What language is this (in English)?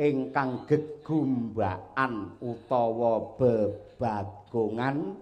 Javanese